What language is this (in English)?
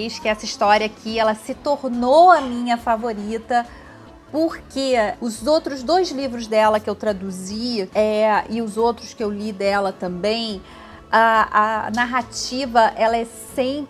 Portuguese